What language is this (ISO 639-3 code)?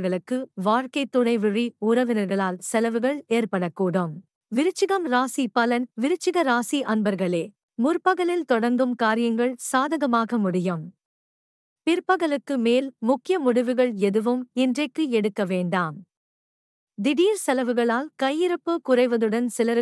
tam